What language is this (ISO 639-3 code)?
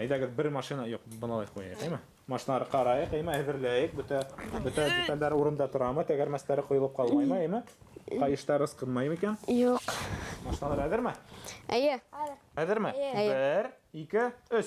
bak